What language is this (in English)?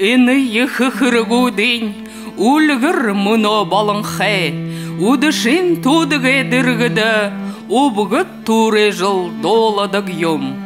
Buriat